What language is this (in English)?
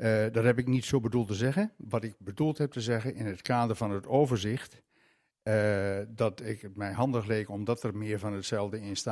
Dutch